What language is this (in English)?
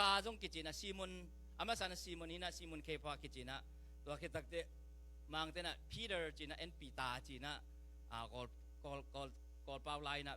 Tedim Chin